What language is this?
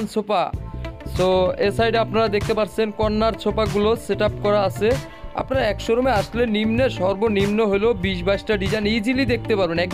Bangla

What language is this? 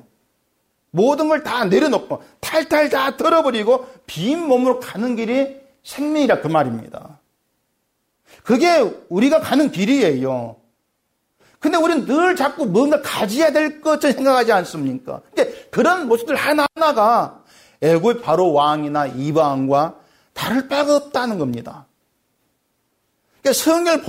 Korean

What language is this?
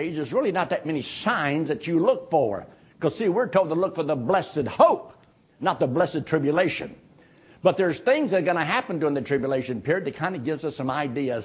English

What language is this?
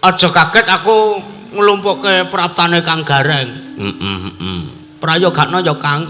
Javanese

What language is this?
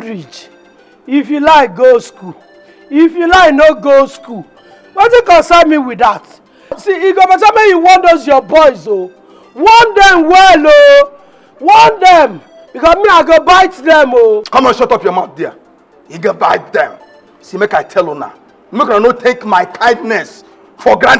Nigerian Pidgin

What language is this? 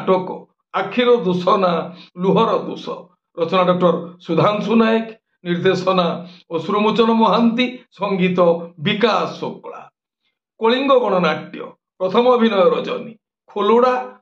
Odia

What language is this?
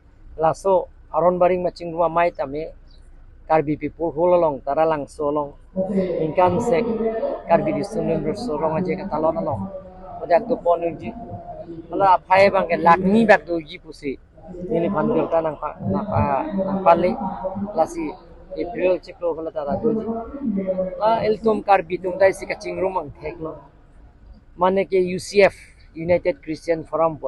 Karbi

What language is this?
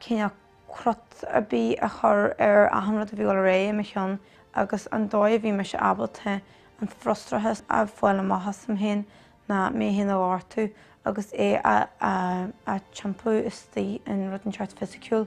Irish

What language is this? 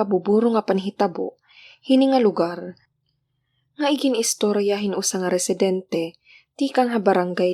Waray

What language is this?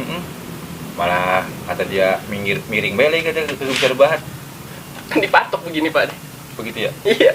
Betawi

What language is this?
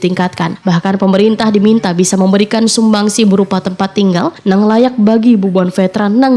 Banjar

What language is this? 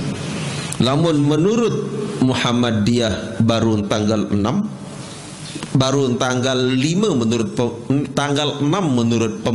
Sasak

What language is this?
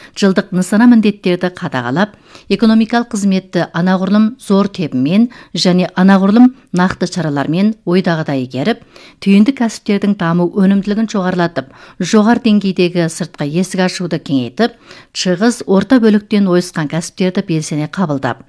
Kazakh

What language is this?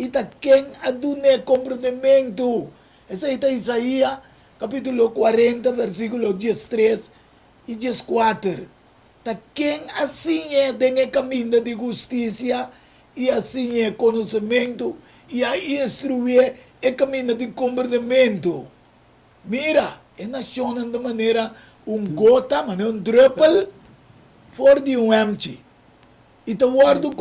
Papiamento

